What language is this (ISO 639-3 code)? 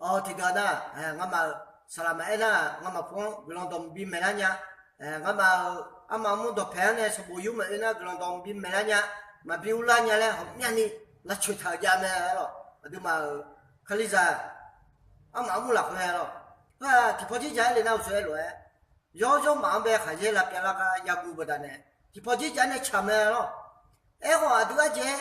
ahk